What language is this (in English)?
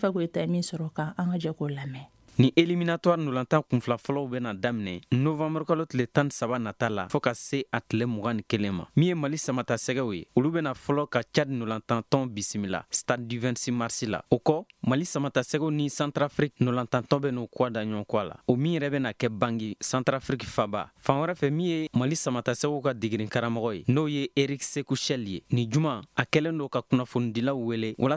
Bambara